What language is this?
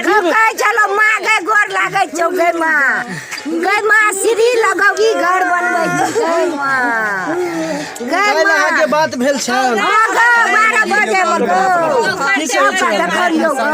Maithili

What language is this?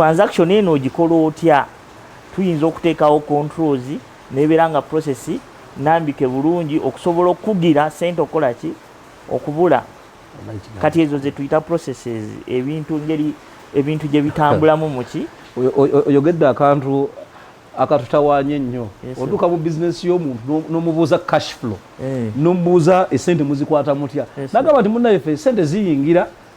Ganda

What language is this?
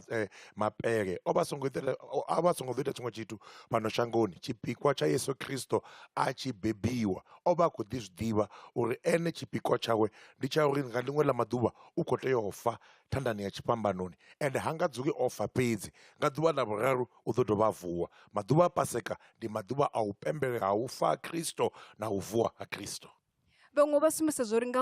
Venda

